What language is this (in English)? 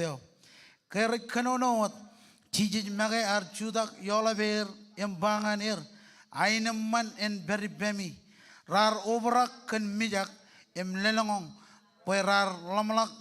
Marshallese